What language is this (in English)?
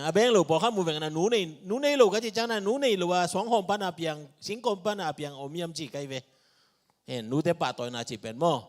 Tedim Chin